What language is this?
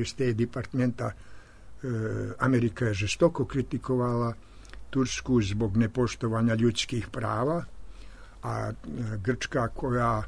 Serbian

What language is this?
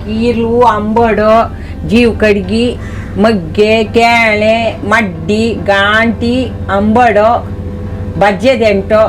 Konkani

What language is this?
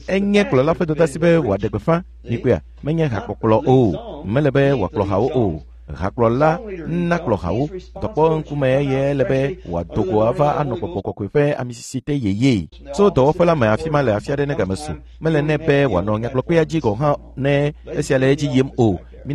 Ewe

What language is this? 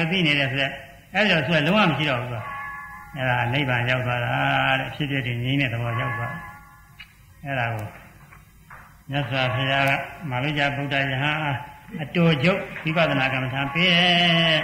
Burmese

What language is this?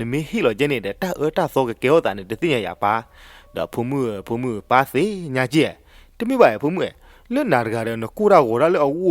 S'gaw Karen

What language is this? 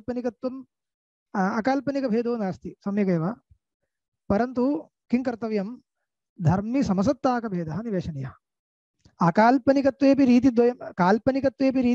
Sanskrit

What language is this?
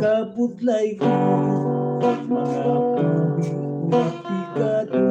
Hiligaynon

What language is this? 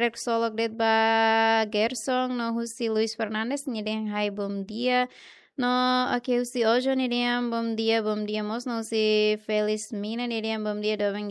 Tetum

